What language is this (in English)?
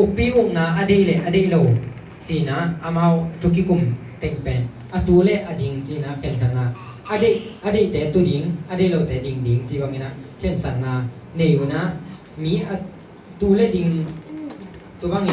Tedim Chin